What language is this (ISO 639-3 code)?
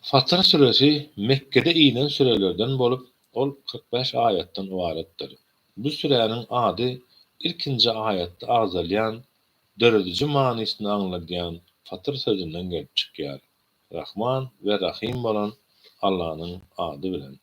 tuk